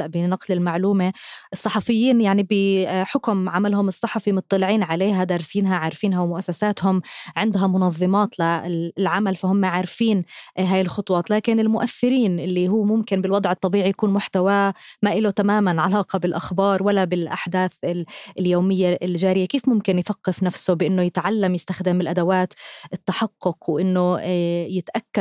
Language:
North Levantine Arabic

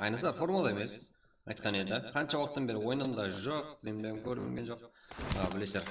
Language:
Kara-Kalpak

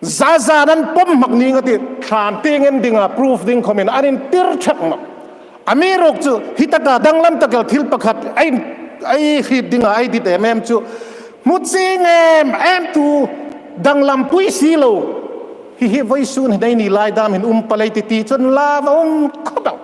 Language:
Hmar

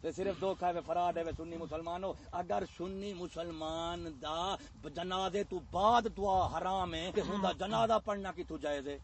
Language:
Saraiki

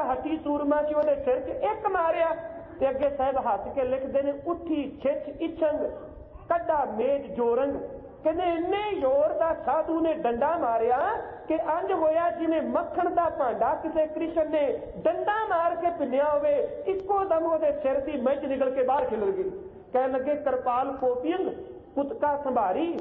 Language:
Punjabi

